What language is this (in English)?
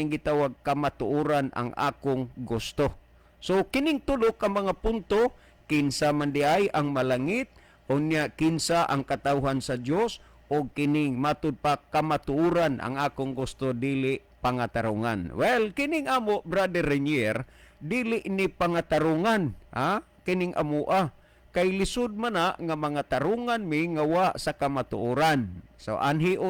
Cebuano